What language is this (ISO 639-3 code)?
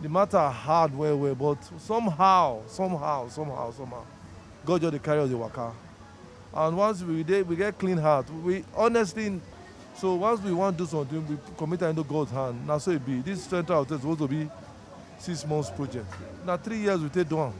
pcm